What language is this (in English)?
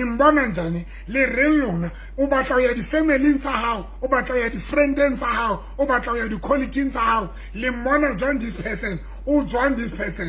Southern Sotho